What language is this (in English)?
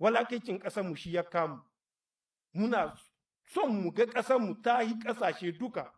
Hausa